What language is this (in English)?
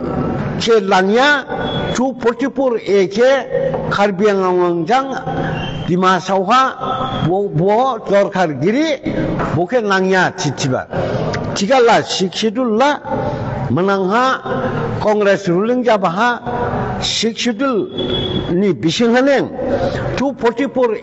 Dimasa